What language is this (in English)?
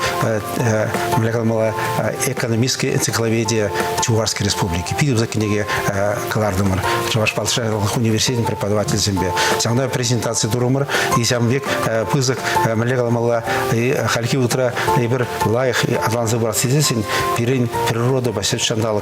Chuvash